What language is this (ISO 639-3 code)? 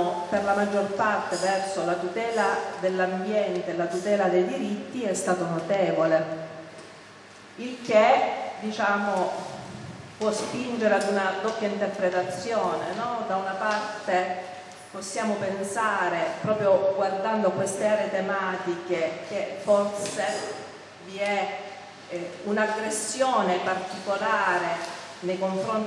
ita